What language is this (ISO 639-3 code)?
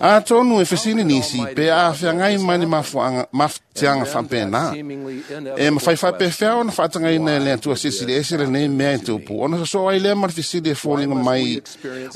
smo